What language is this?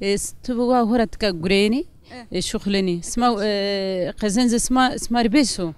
Zaza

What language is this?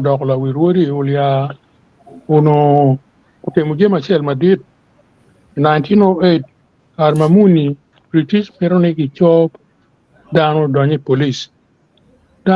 Acoli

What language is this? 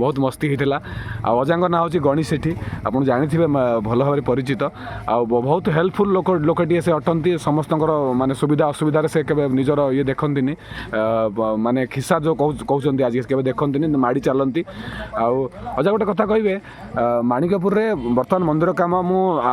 Odia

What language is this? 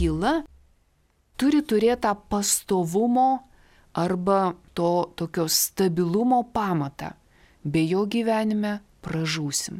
Lithuanian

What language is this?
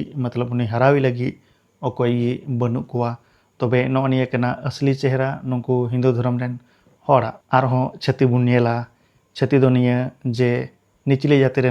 Santali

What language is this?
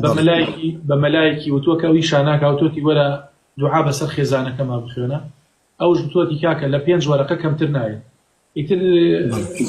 Central Kurdish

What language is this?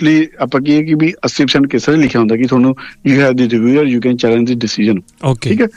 Punjabi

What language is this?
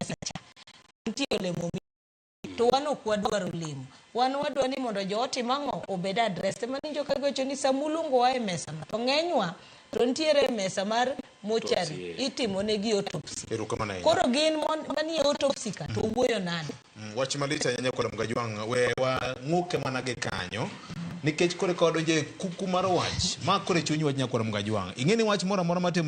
Luo (Kenya and Tanzania)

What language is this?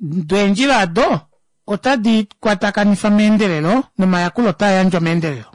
Kuanyama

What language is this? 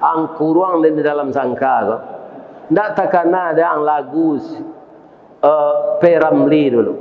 Minangkabau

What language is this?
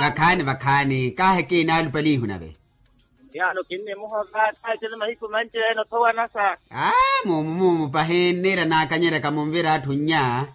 Makhuwa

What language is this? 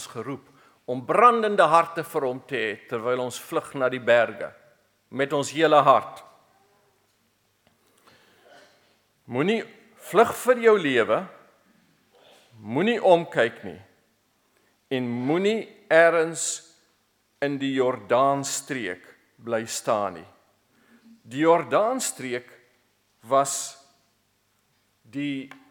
Afrikaans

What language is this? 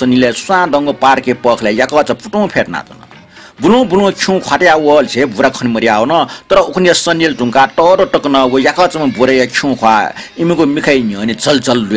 Newari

